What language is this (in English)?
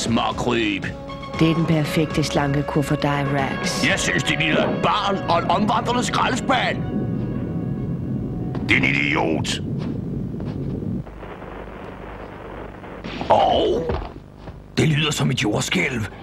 Danish